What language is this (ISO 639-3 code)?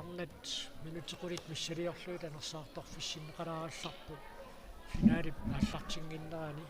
kal